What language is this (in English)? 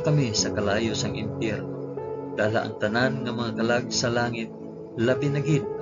Hiligaynon